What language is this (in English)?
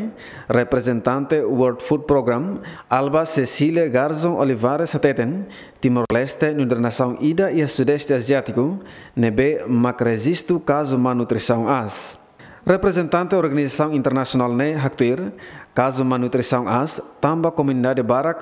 Tetum